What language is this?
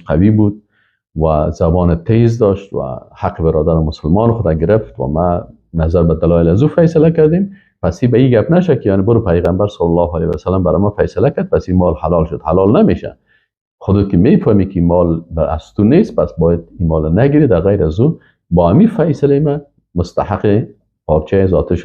Persian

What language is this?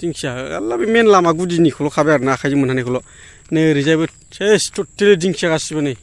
Bodo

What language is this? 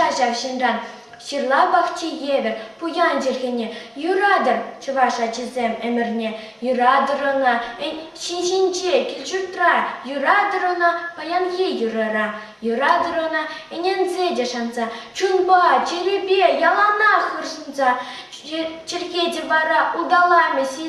Chuvash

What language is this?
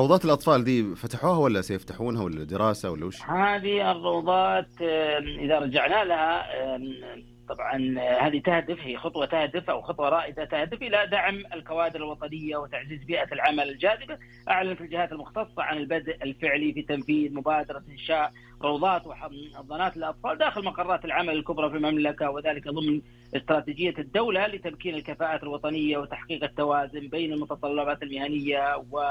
Arabic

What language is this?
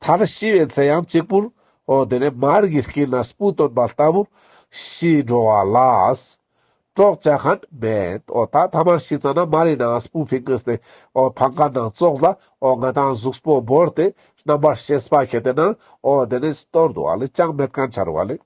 Ladakhi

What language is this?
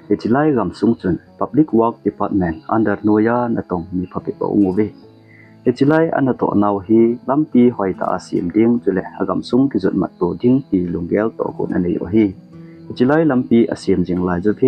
Thado Chin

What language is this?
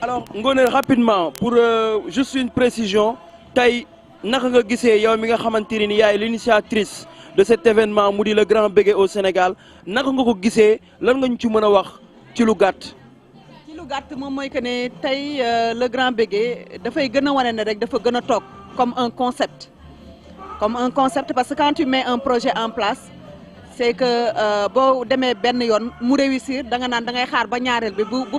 Wolof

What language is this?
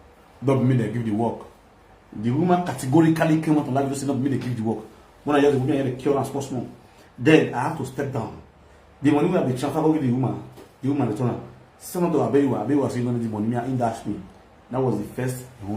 Nigerian Pidgin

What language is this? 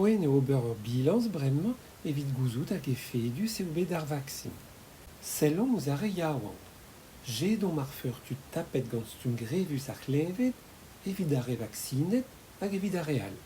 Breton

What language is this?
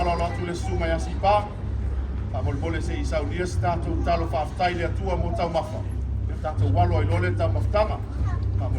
Samoan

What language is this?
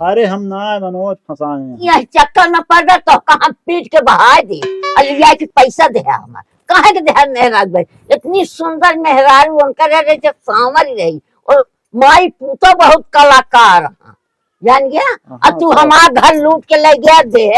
Awadhi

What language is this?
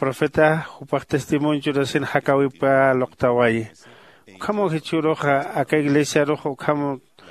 Aymara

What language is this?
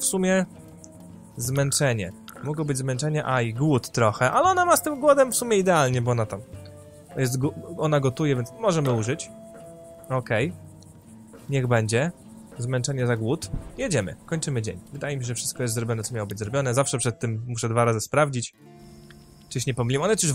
Polish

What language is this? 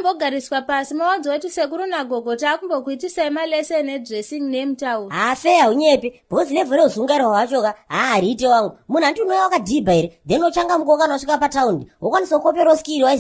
Shona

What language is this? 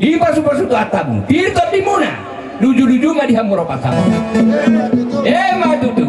Batak Toba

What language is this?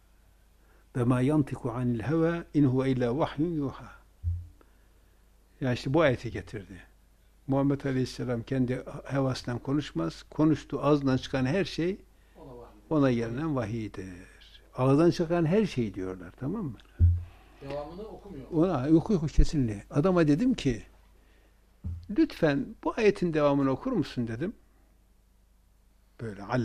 Turkish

